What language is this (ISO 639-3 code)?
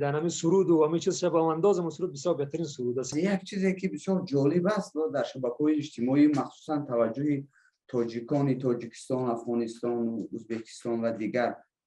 fas